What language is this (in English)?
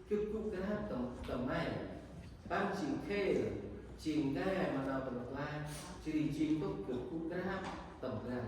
Central Mnong